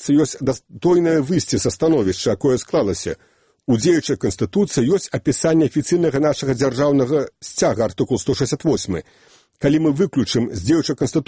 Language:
Belarusian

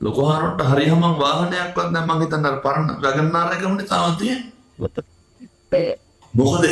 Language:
Sinhala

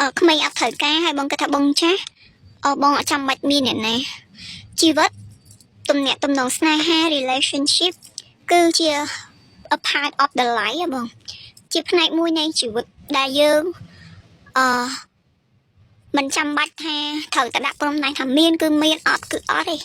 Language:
Khmer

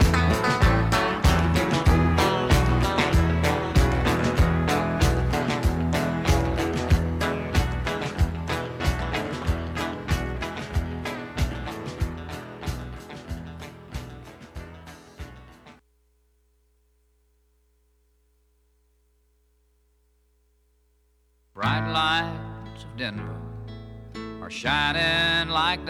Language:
English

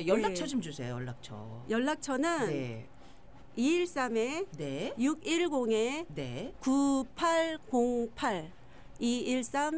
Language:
Korean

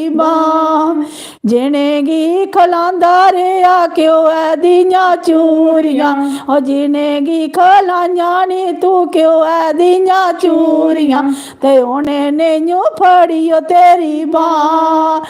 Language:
Dogri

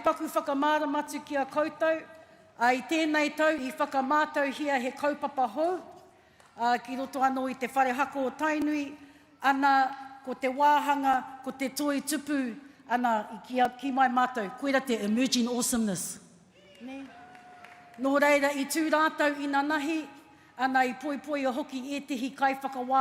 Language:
Māori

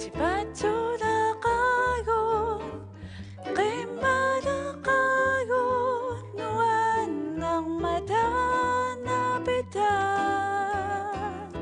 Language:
Kalaallisut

